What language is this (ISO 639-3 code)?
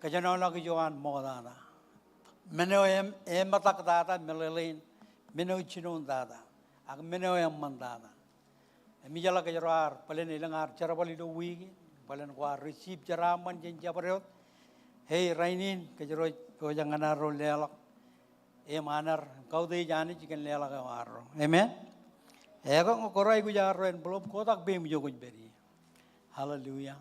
mah